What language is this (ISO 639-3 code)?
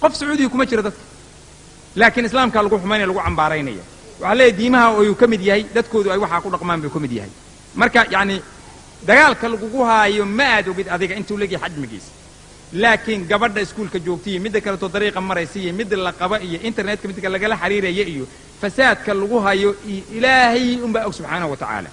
som